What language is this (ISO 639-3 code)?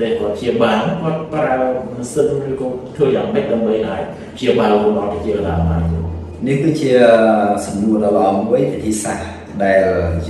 khm